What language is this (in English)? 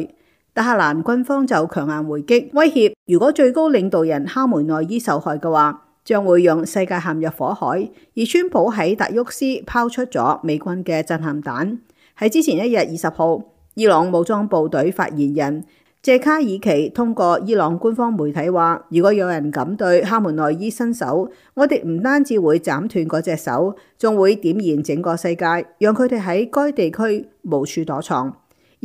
Cantonese